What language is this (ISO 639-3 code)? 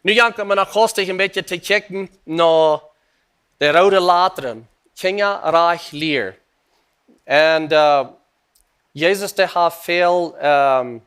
pdt